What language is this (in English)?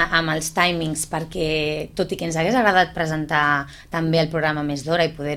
Catalan